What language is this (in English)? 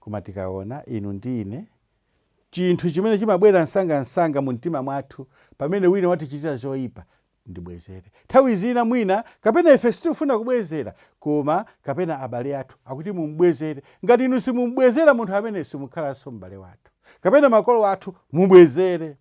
Nyanja